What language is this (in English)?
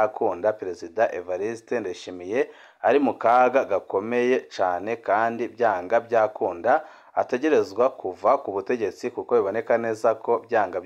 Rundi